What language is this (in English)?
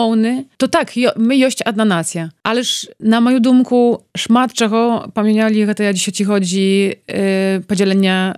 Belarusian